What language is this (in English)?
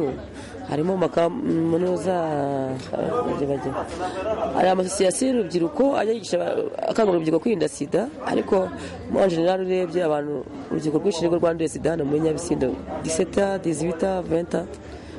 Kinyarwanda